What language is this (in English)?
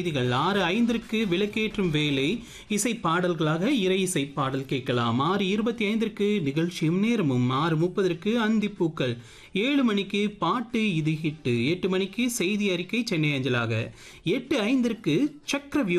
Tamil